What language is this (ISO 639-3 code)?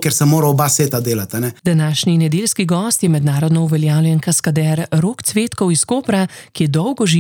slv